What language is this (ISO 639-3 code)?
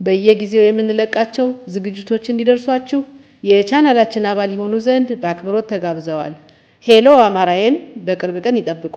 amh